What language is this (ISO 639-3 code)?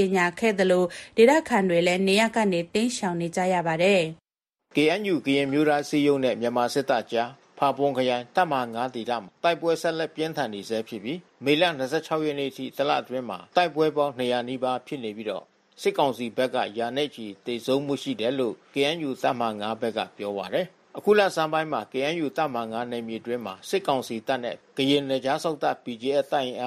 mya